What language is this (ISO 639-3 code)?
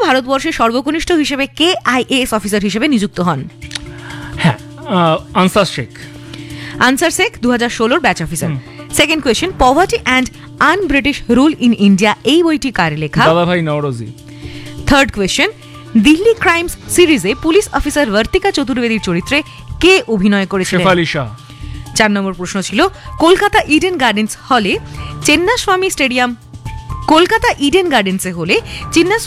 ben